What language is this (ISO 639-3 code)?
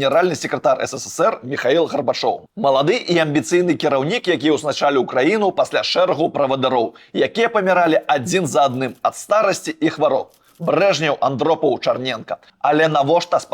bel